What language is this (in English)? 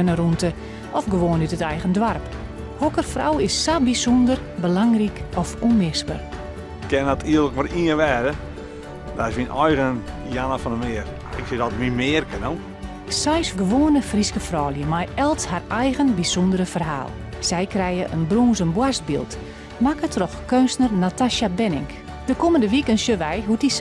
Western Frisian